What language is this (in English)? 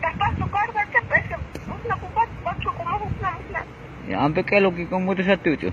Tzotzil